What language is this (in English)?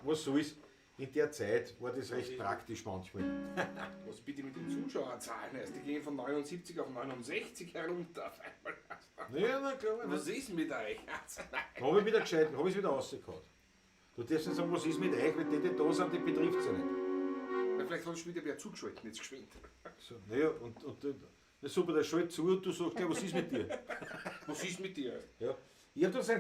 Bavarian